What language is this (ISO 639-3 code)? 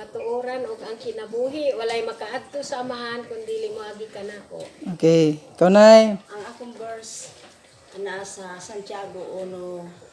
ceb